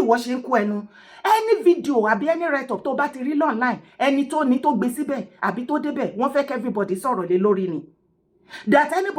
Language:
Yoruba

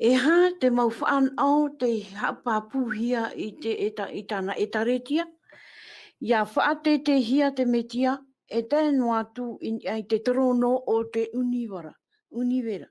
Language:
Tahitian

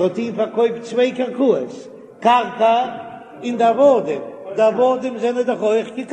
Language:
Yiddish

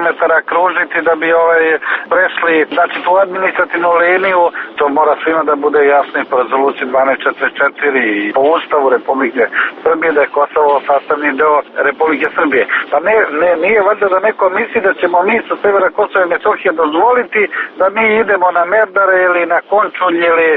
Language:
Serbian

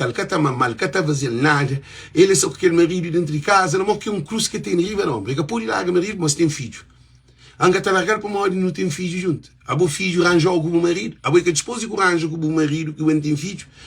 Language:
Kabuverdianu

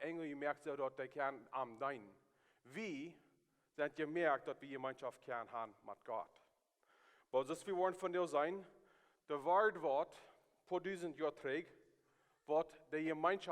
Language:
Plautdietsch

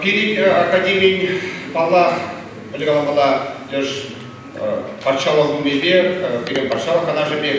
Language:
Chuvash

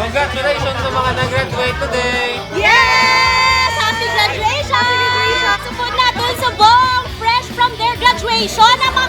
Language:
Hiligaynon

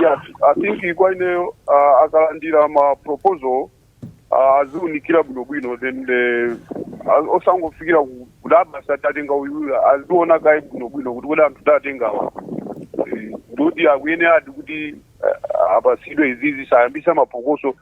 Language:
Nyanja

